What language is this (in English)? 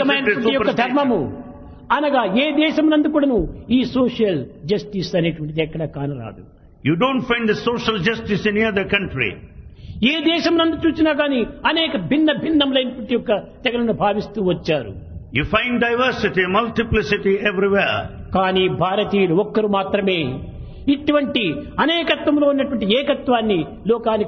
Telugu